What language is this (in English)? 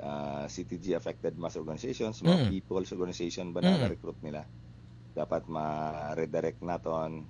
Hiligaynon